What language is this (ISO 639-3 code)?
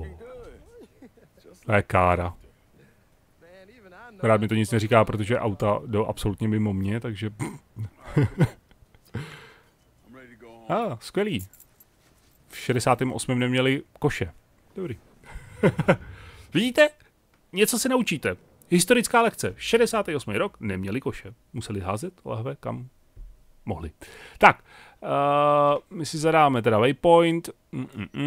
ces